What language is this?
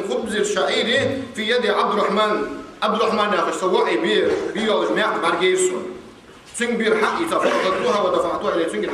Ingush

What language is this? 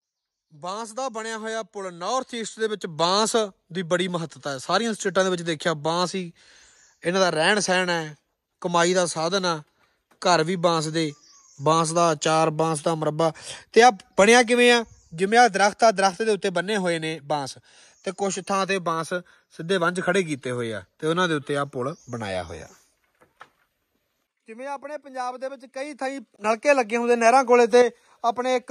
Punjabi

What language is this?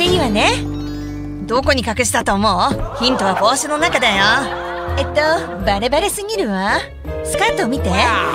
Japanese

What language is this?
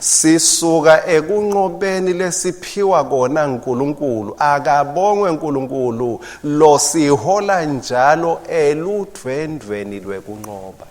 Swati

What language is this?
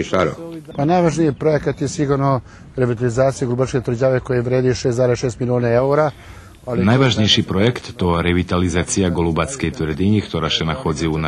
Rusyn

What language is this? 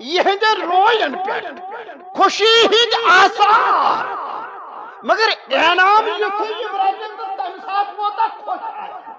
Kashmiri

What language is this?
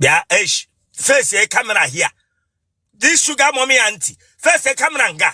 Igbo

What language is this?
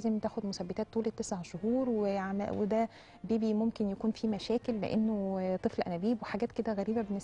Egyptian Arabic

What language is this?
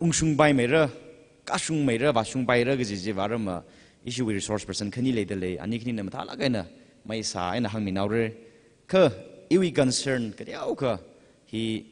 Tangkhul Naga (India)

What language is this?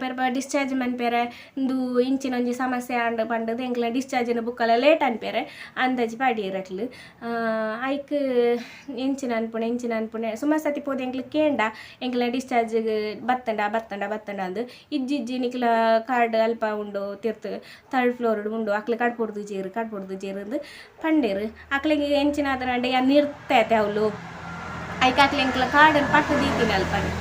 Tulu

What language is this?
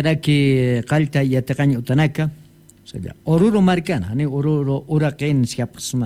Aymara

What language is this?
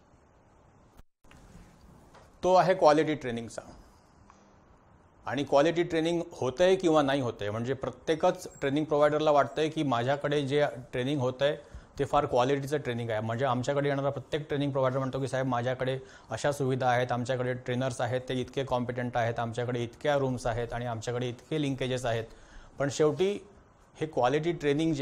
Marathi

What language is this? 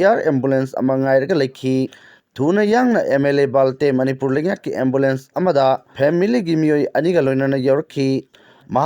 Manipuri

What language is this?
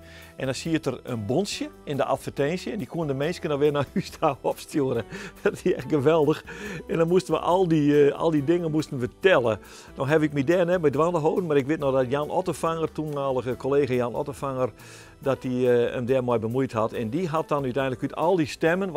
Western Frisian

